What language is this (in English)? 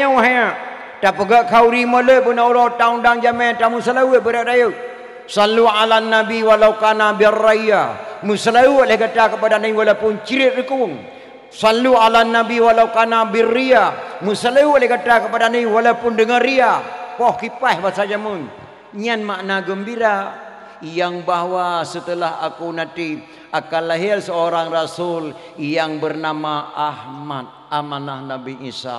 Achinese